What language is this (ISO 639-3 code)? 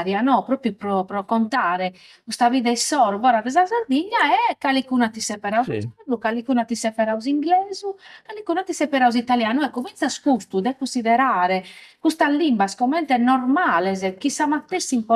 srd